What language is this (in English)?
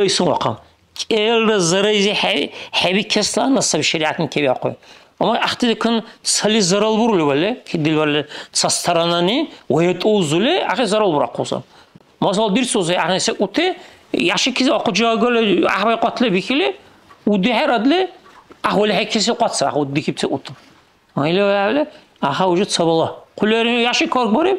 Dargwa